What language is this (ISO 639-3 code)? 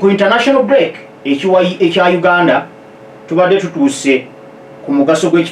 lug